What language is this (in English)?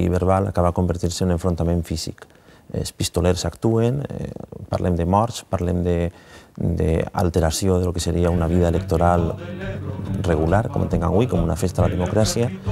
Catalan